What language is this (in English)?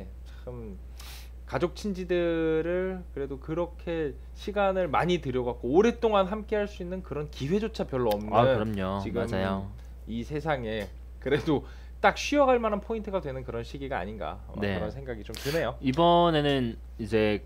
Korean